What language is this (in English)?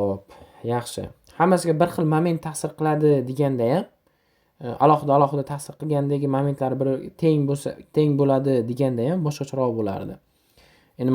Uzbek